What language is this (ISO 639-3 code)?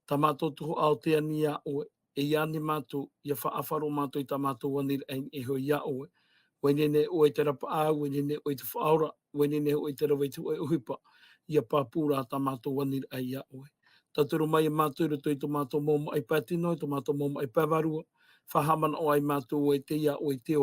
tah